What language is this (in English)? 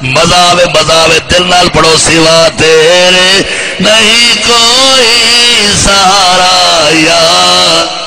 Saraiki